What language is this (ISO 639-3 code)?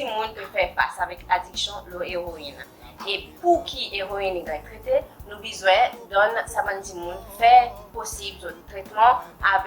crs